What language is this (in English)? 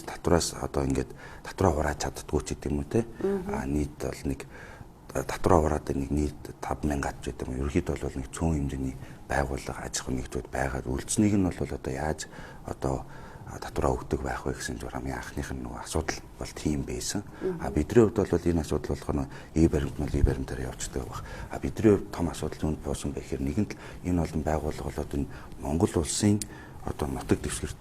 Mongolian